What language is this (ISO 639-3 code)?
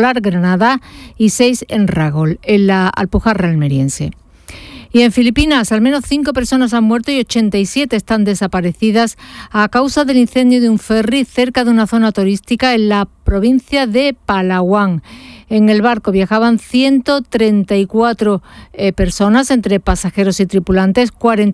spa